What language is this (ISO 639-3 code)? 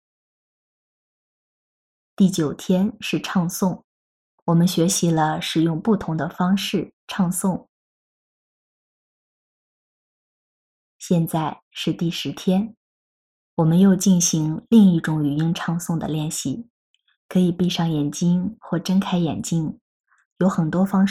zho